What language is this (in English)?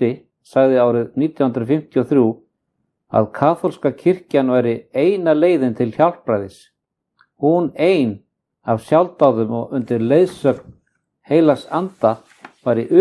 Icelandic